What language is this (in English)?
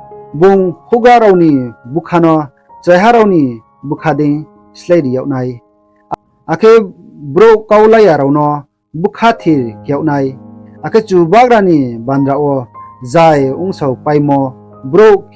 Riang (India)